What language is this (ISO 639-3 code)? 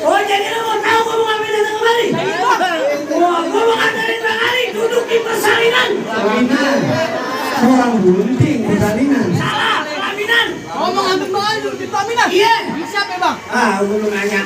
bew